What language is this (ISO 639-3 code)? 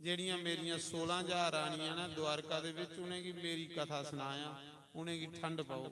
doi